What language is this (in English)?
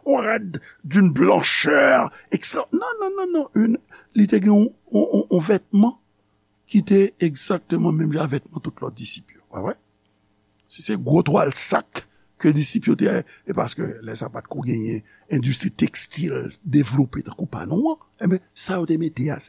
Haitian Creole